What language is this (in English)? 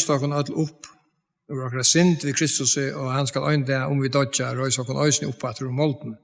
Faroese